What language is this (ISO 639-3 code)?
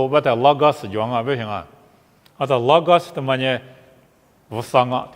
lis